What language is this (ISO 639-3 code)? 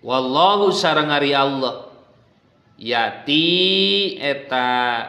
sun